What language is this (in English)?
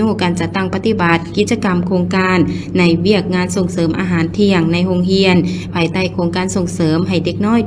Lao